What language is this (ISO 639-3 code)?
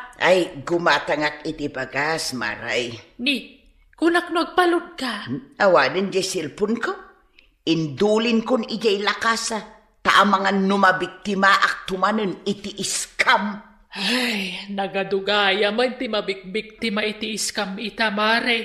ilo